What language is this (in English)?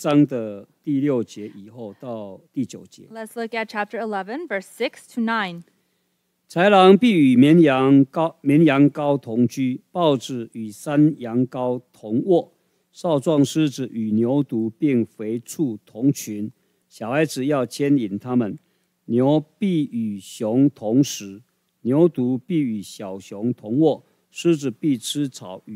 Chinese